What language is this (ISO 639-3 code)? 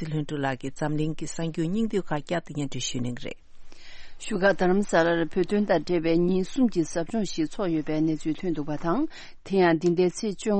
bod